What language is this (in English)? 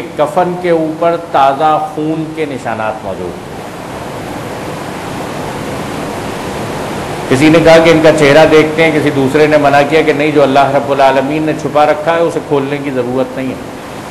Urdu